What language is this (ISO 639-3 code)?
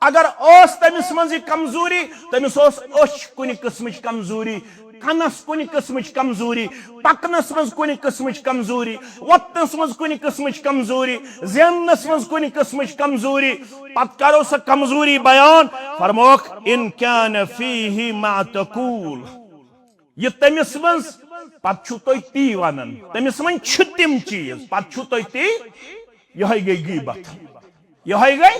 kas